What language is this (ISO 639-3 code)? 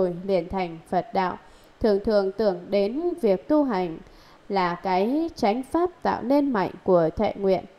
vie